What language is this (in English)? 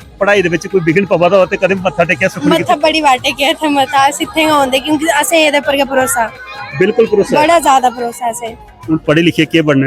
Dogri